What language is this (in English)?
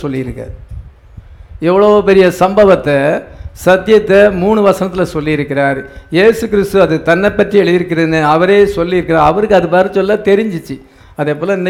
Tamil